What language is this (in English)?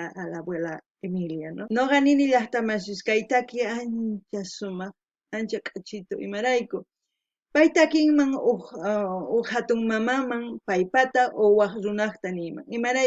South Bolivian Quechua